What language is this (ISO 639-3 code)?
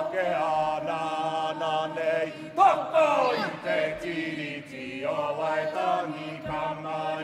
mri